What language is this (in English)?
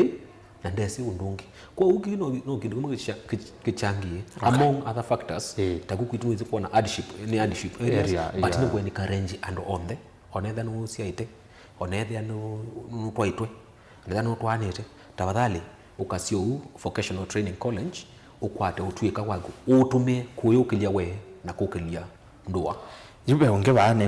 Kamba